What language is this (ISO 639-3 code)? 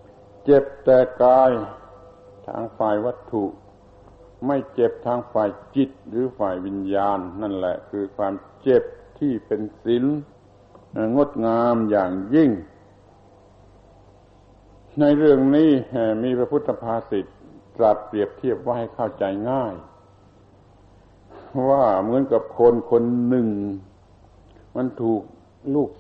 tha